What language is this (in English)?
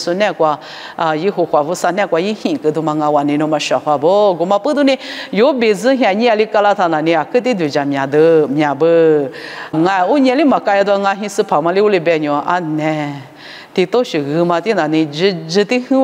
Lisu